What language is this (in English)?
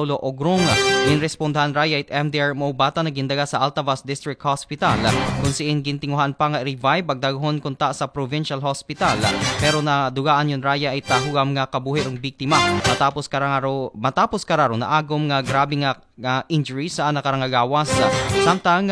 Aklanon